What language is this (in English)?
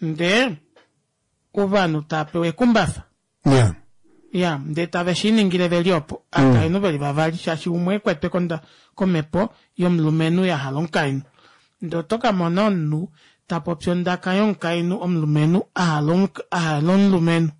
Kuanyama